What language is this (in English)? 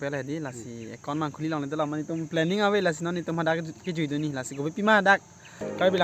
Karbi